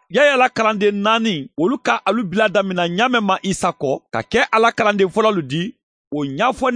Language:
Mandingo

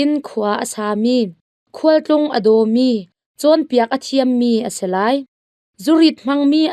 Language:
Hakha Chin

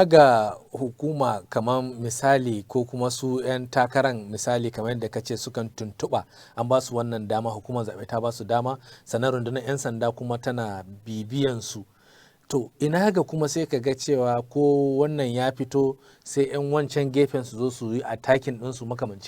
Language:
Hausa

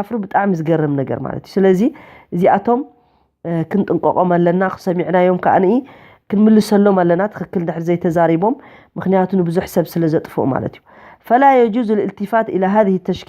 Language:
Tigrinya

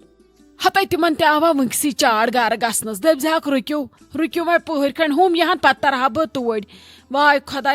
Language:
Kashmiri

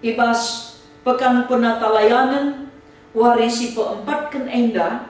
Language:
Batak Karo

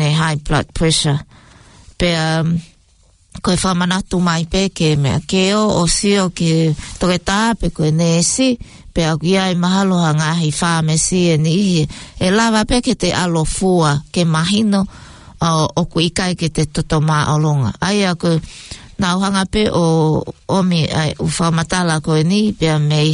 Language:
Tongan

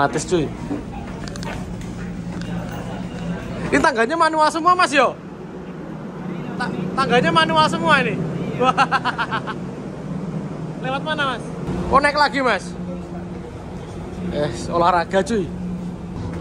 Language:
Indonesian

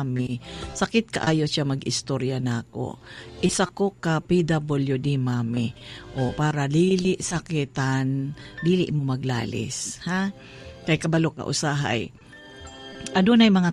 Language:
Cebuano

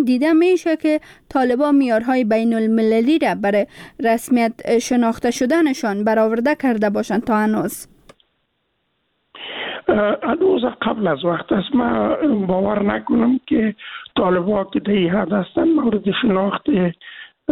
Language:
Persian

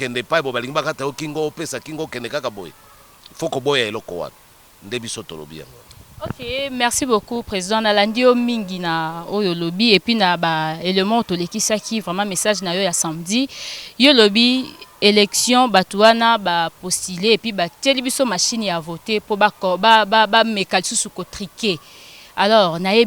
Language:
Lingala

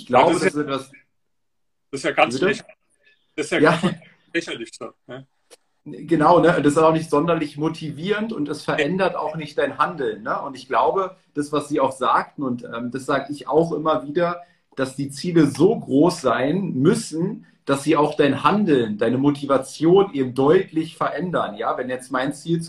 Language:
German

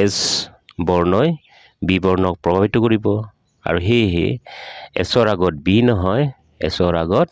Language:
Assamese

